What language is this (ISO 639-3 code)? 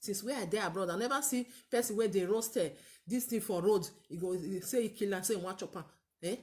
pcm